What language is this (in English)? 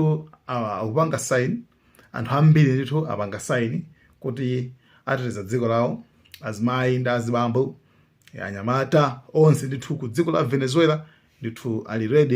Nyanja